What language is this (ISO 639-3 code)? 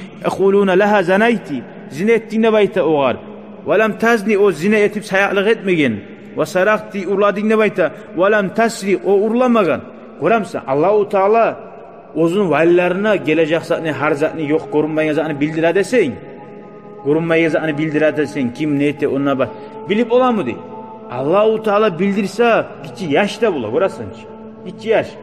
kum